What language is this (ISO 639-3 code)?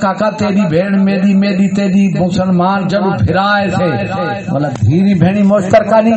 skr